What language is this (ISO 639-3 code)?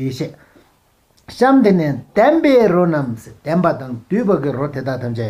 bod